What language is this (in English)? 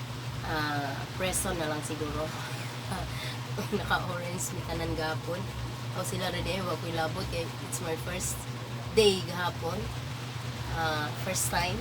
Cebuano